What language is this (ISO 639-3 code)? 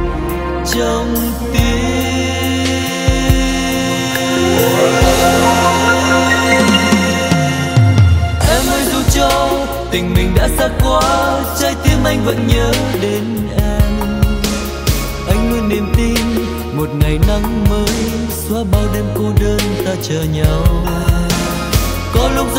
vie